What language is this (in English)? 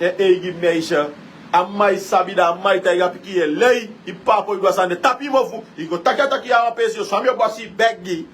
Sranan Tongo